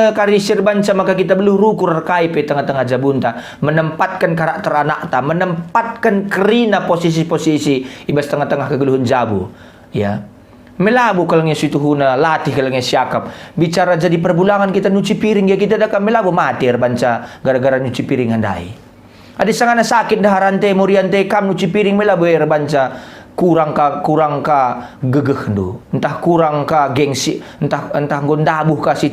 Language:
Batak Karo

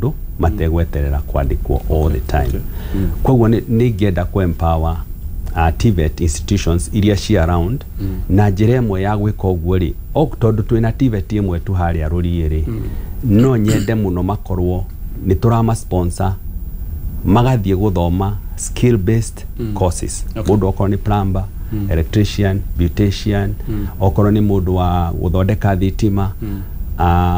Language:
Kikuyu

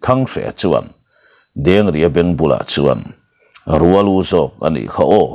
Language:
Mizo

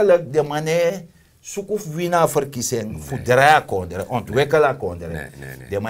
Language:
Sranan Tongo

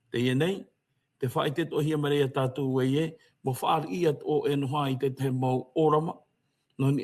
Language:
Tahitian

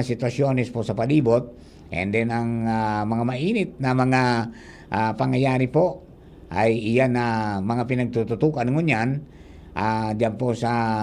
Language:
Bikol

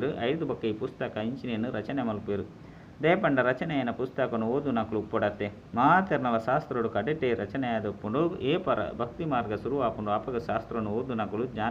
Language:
Tulu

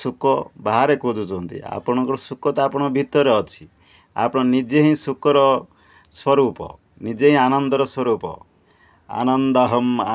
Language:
Odia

